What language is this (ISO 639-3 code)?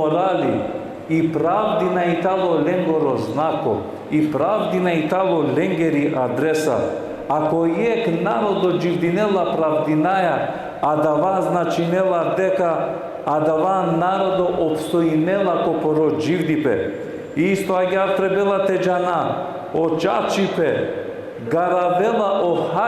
rmn